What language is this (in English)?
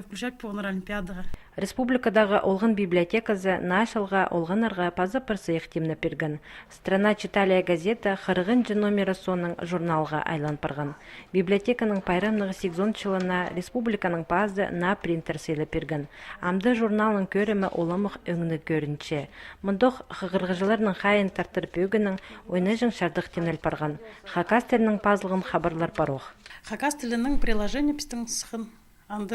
Khakas